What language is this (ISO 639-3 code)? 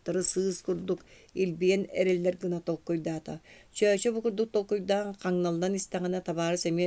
sah